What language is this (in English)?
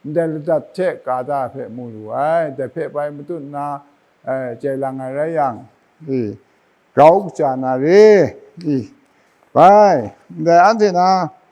Kachin